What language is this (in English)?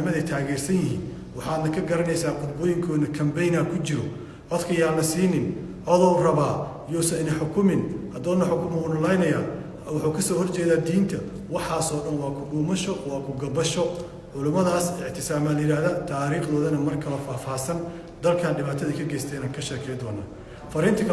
Somali